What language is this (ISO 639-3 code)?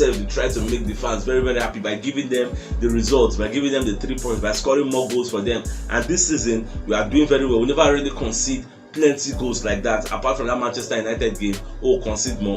pcm